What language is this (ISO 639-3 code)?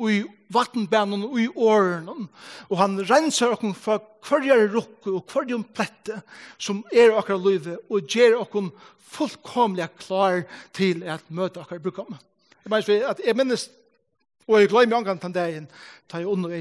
fao